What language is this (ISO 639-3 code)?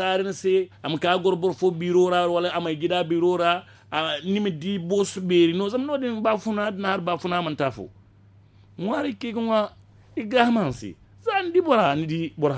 dje